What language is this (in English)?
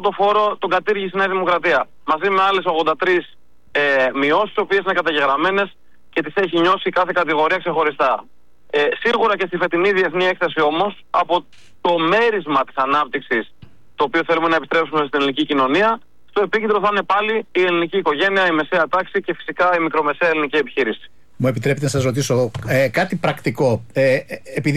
Greek